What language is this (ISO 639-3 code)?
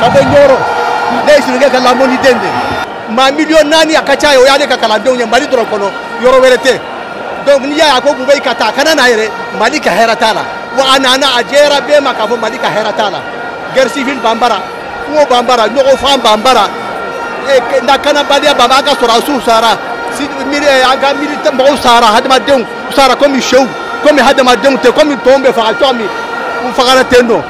bam